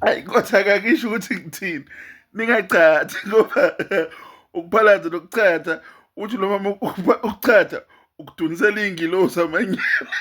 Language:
Zulu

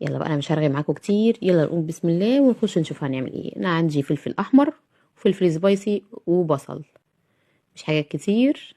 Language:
Egyptian Arabic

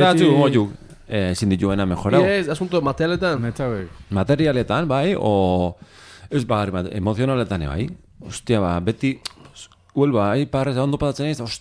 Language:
Basque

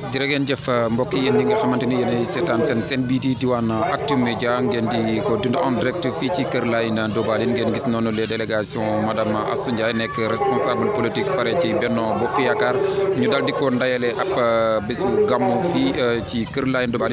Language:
Wolof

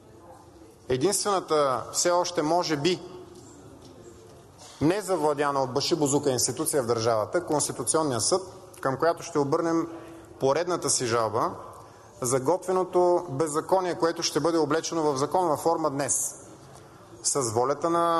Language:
Bulgarian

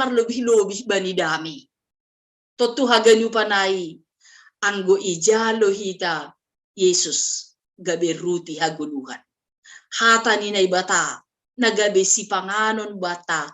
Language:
Batak Simalungun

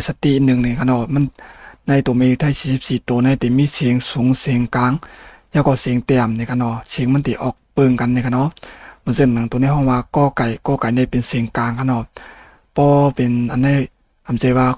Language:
Shan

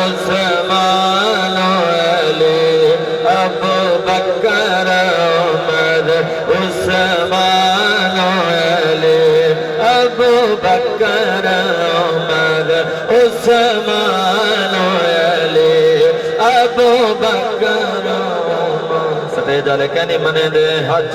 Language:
Saraiki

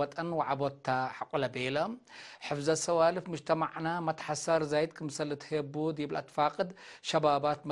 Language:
Tigre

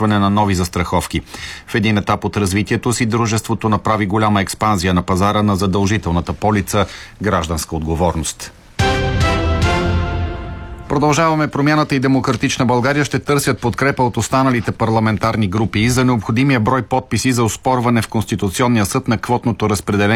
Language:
Bulgarian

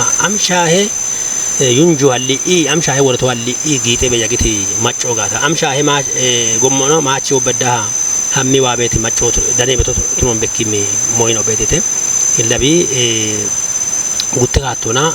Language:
Kafa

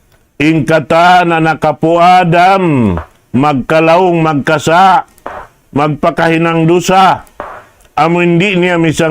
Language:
Tausug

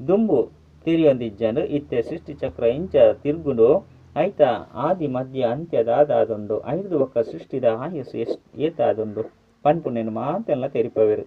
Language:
Tulu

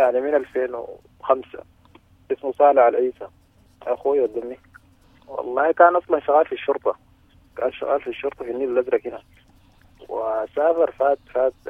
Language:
Sudanese Arabic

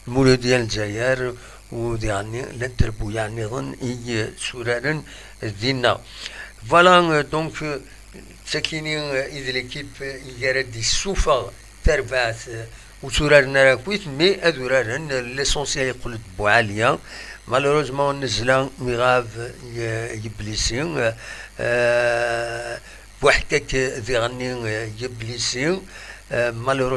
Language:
Kabyle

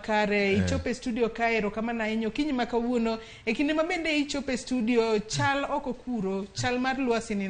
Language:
Luo (Kenya and Tanzania)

